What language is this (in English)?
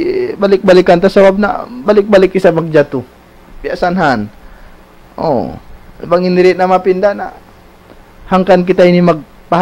Tausug